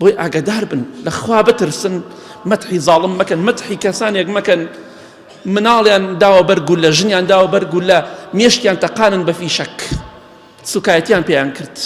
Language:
Central Kurdish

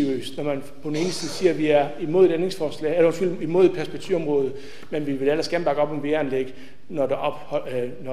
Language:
Danish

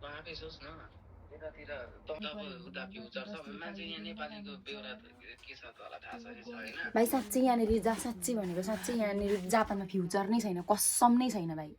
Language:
Nepali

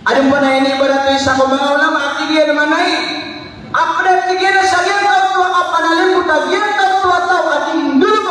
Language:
Maranao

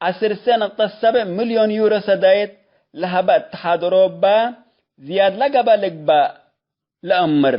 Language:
Tigre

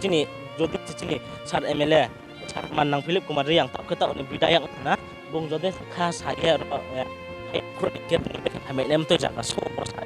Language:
Riang (India)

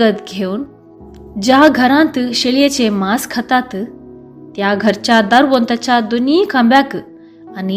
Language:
Konkani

